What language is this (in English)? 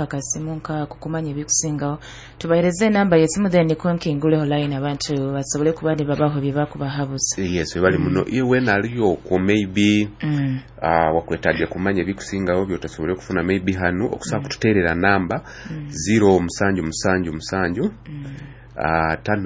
Nyoro